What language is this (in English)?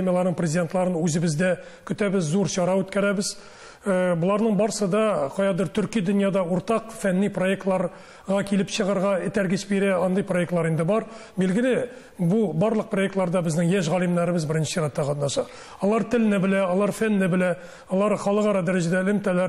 Tatar